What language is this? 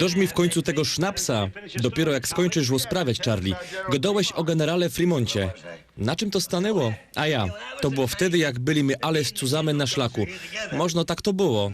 Silesian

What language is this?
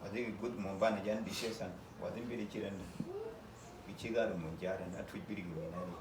Uduk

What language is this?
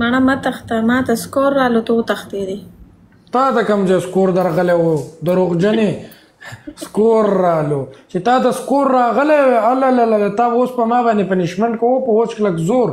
Pashto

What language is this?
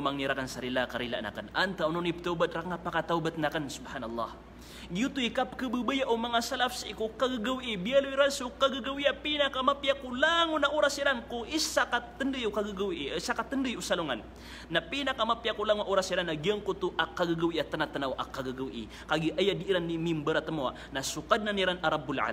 Maranao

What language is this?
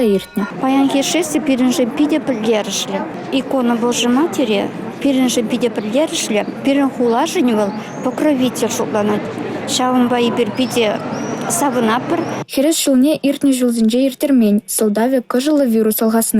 Chuvash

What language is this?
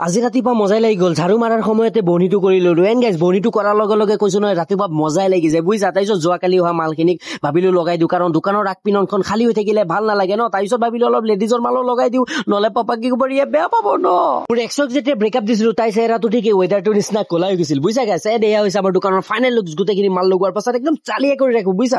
Assamese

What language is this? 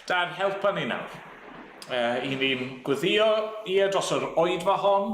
Welsh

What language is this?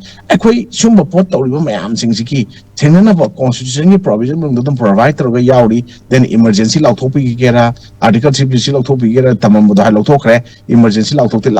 Manipuri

